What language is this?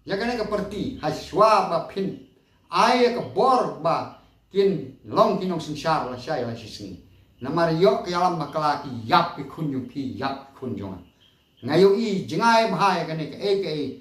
Khasi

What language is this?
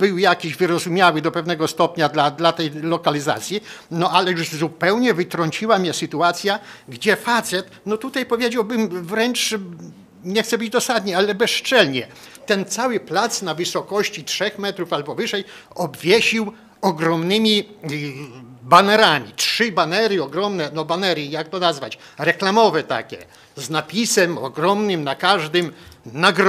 Polish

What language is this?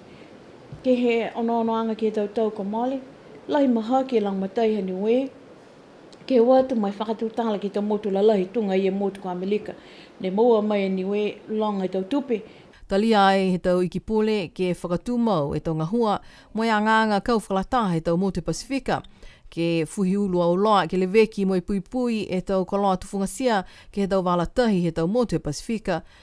Niuean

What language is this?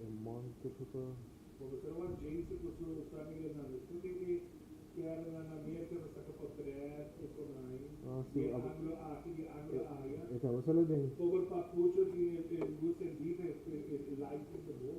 Papiamento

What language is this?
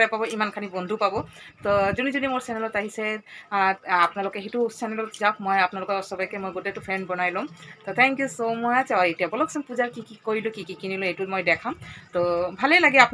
Assamese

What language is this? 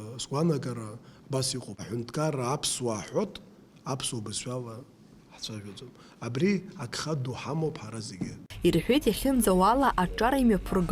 Abkhazian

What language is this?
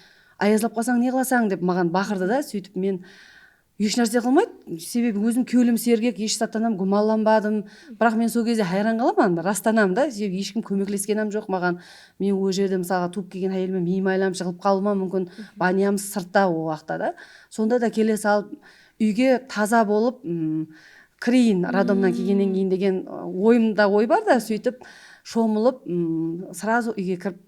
Kara-Kalpak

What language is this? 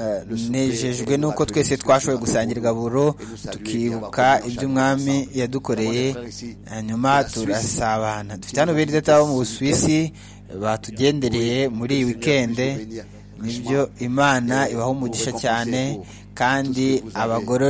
Kinyarwanda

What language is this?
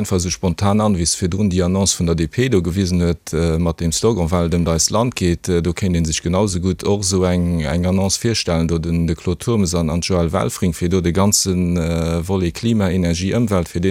Luxembourgish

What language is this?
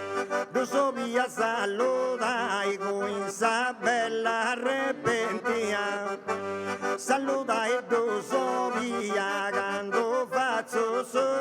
Sardinian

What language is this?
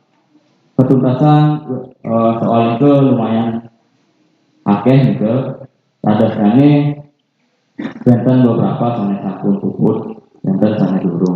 Balinese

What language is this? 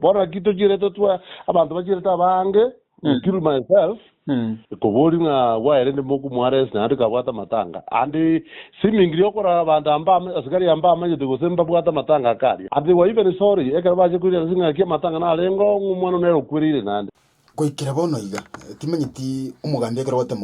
Gusii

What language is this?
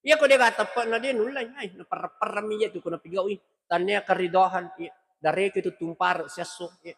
Buginese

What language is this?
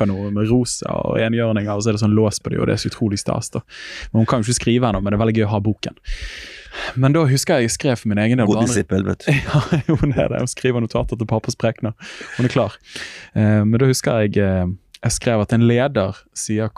Norwegian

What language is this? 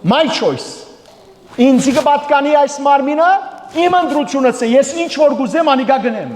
Western Armenian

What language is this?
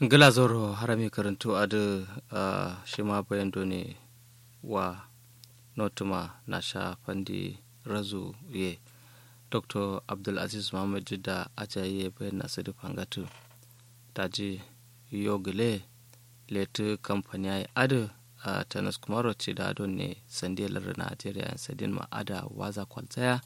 Kanuri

